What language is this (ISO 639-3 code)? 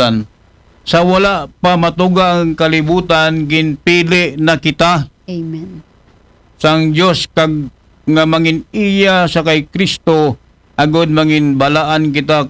akl